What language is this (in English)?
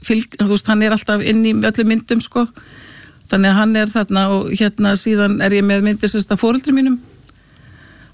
Icelandic